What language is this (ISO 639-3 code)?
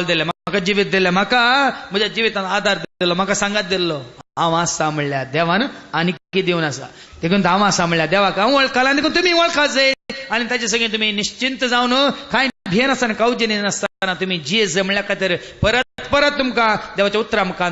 kok